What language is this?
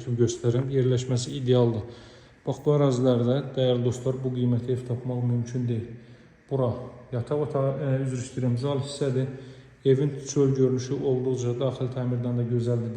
Azerbaijani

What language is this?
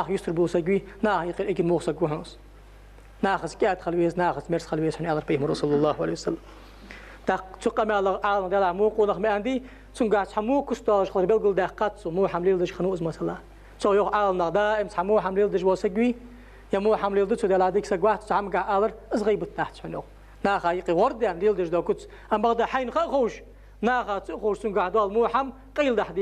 Ingush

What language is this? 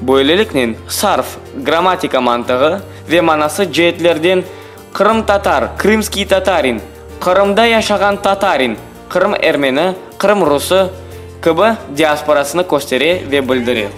Crimean Tatar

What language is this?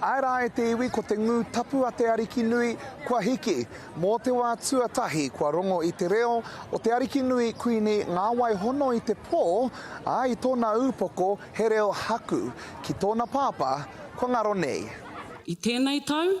Māori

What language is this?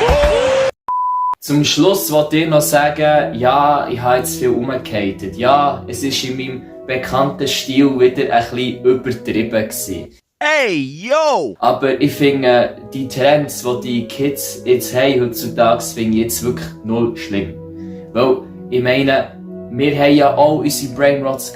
Swiss German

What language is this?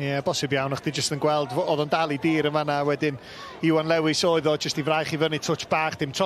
Welsh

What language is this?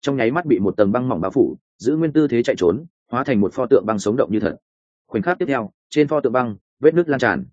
Vietnamese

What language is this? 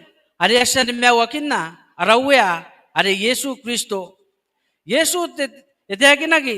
Gilbertese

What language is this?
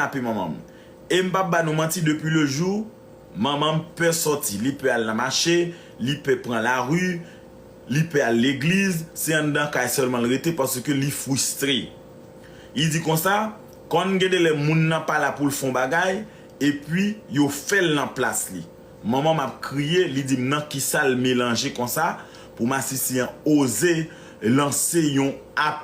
Haitian Creole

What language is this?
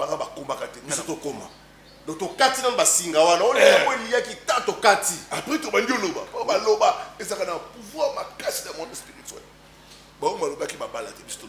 Lingala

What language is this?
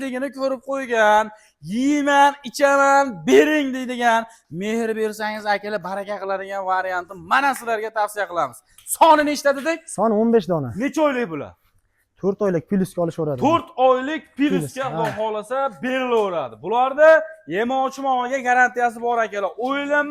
Uzbek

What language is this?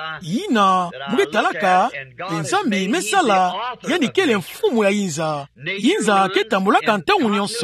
Kituba (Democratic Republic of Congo)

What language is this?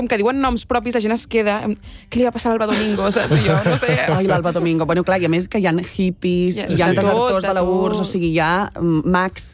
Catalan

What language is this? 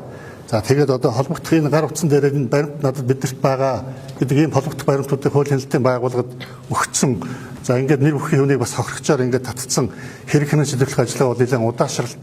Mongolian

